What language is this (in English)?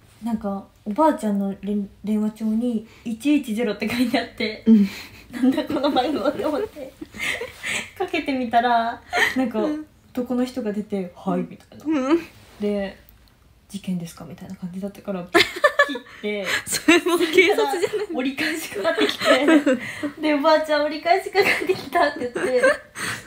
Japanese